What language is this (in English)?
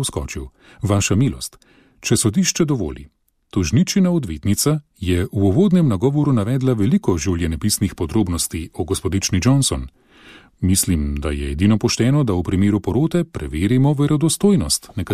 Slovenian